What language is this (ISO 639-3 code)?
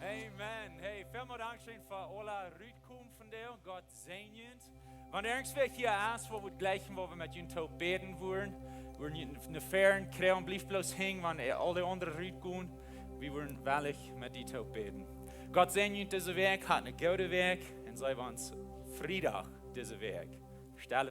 pdt